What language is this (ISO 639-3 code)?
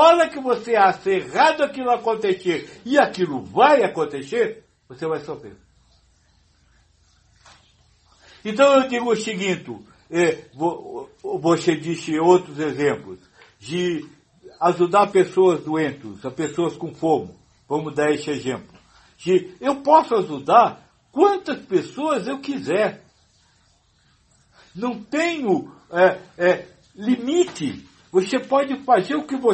por